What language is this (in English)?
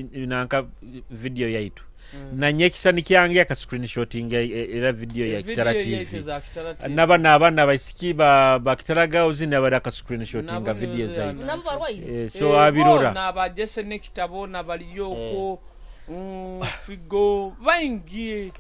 Nyoro